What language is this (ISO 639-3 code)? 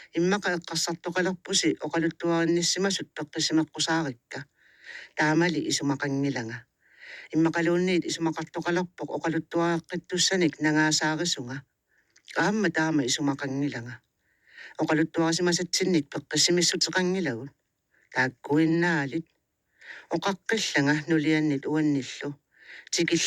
kal